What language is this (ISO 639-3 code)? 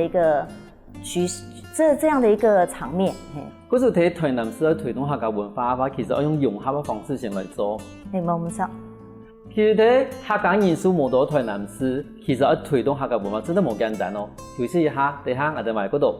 hak